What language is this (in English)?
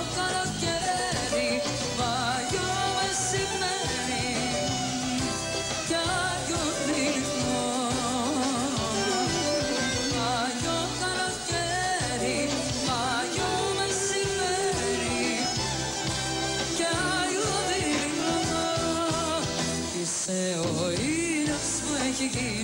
Greek